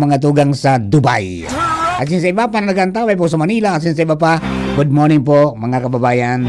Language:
Bikol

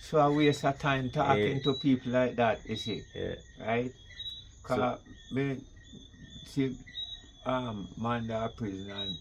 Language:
Jamaican Creole English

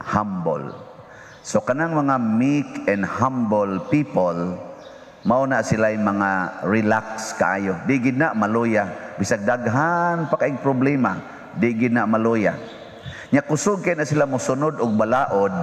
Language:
Cebuano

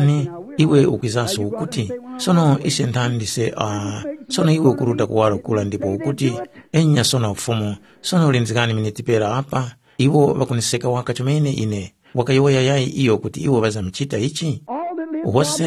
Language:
Tumbuka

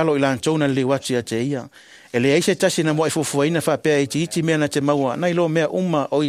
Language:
Samoan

